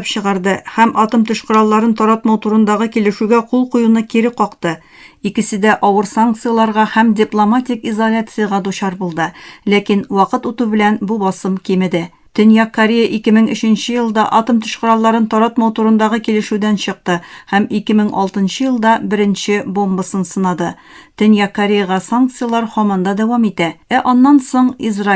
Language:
Tatar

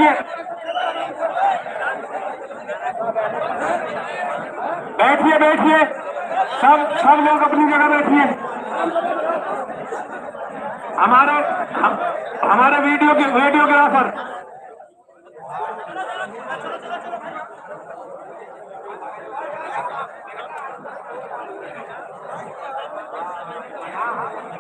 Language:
Hindi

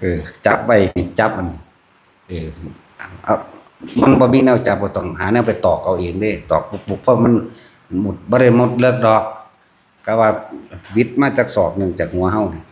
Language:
Northeastern Thai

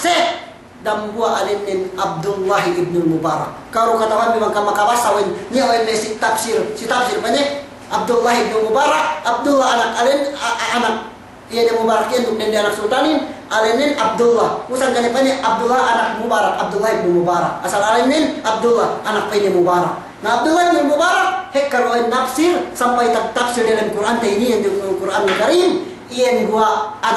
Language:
Yakan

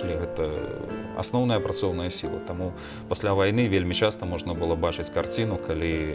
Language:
Belarusian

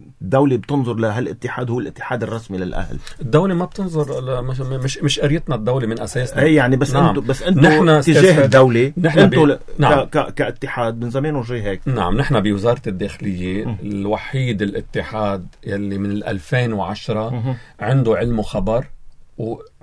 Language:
North Levantine Arabic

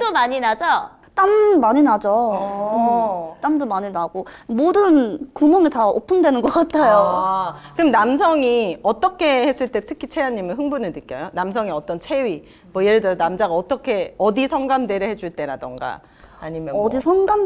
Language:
Korean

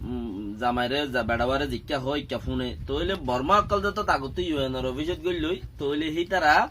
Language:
Rohingya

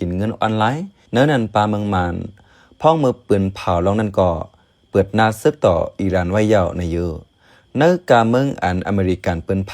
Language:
Shan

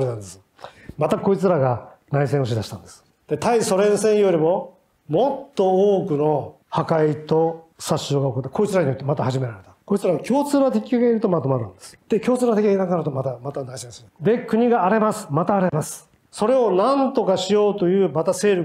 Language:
Japanese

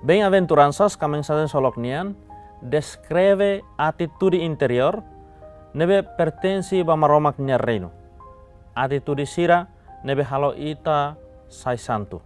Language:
Tetum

